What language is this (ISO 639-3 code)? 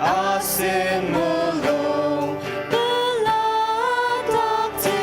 njo